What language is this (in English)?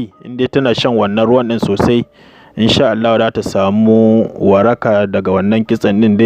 Hausa